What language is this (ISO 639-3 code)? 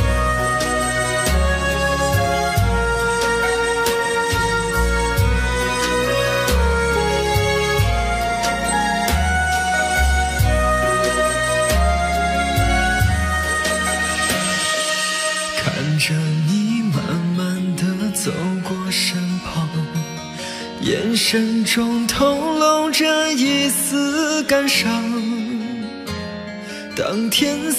zho